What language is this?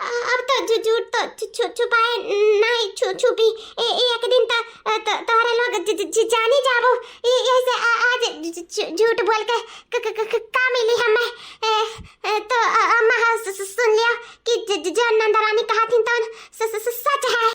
Awadhi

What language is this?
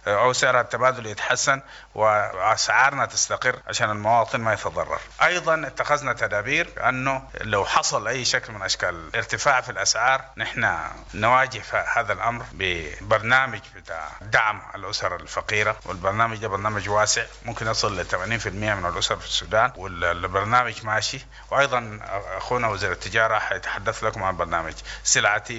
Sudanese Arabic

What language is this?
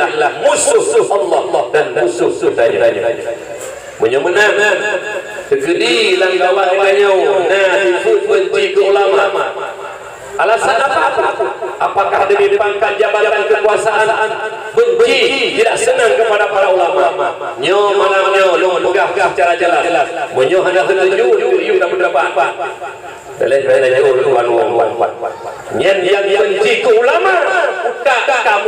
Achinese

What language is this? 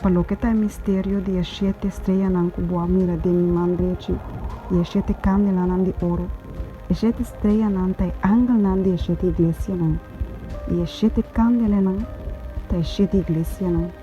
Papiamento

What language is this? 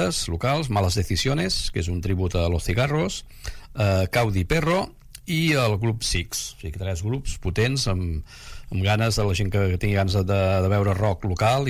Catalan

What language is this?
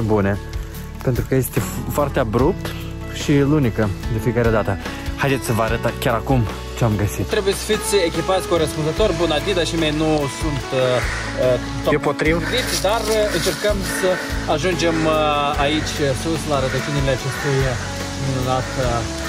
Romanian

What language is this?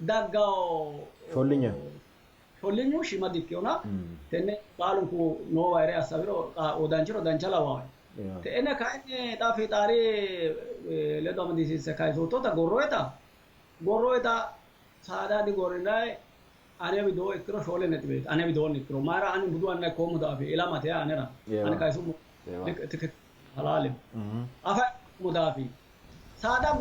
Sidamo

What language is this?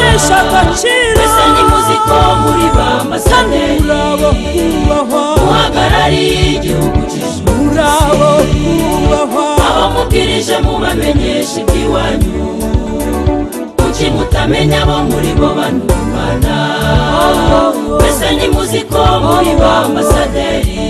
Kinyarwanda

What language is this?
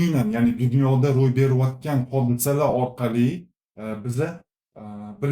Uzbek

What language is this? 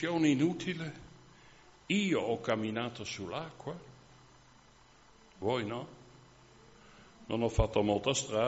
Italian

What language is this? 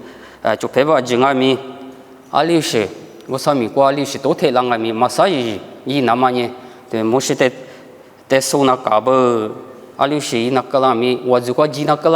Lisu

